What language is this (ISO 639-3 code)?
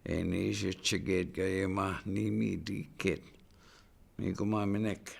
ciw